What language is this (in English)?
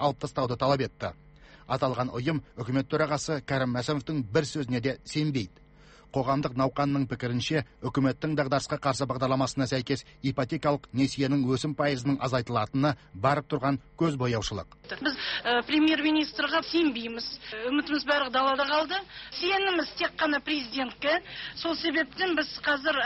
Kazakh